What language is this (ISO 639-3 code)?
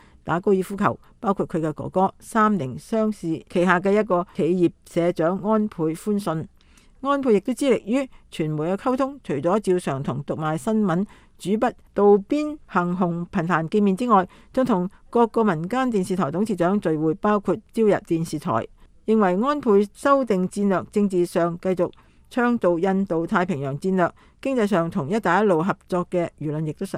yue